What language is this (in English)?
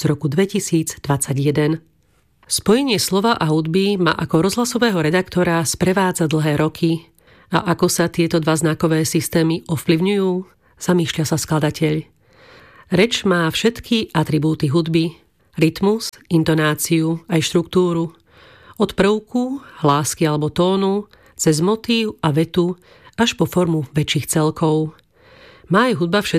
Slovak